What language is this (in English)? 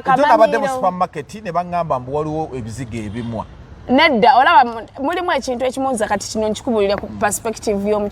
Ganda